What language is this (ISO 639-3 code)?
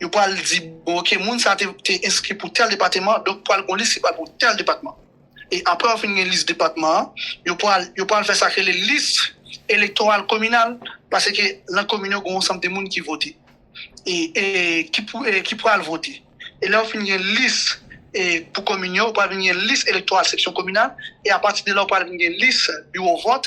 hat